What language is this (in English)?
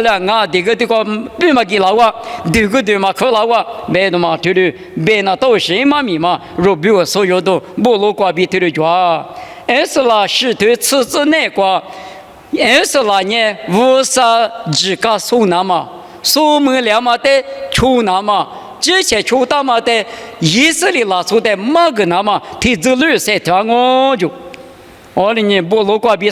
Lisu